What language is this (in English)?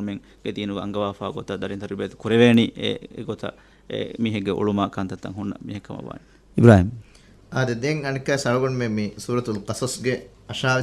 Divehi